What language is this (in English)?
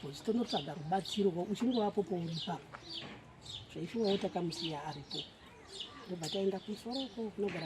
Shona